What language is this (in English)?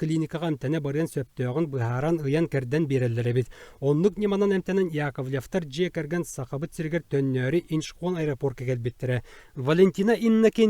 Yakut